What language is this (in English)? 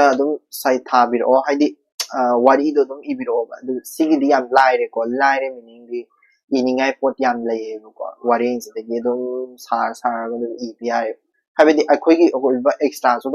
Manipuri